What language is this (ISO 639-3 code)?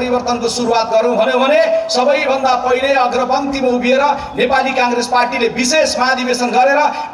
nep